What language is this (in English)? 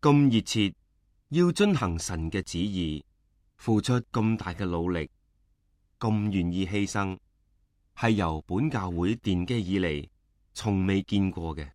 Cantonese